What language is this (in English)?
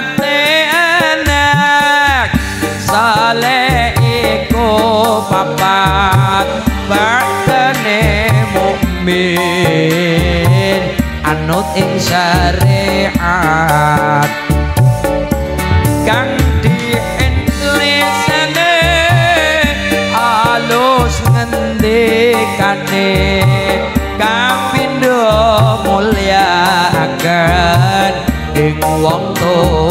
Javanese